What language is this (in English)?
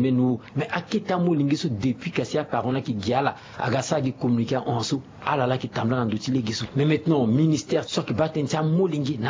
Sango